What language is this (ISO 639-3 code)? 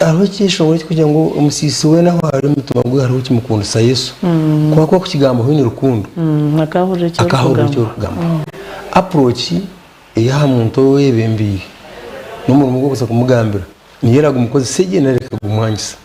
nyn